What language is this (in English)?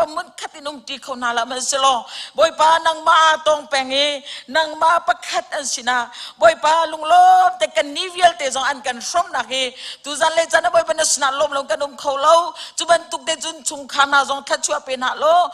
Hakha Chin